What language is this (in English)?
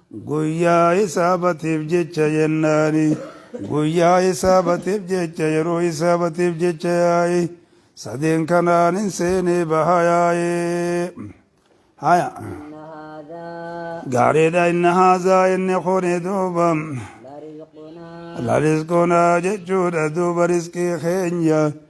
Oromo